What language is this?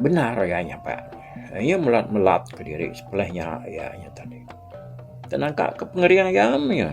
Iban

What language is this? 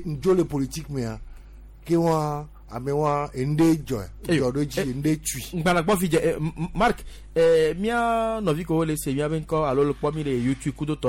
Gen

